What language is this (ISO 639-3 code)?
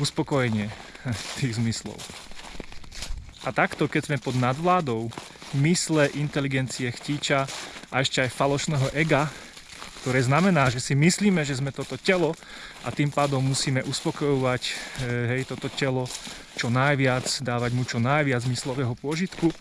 slk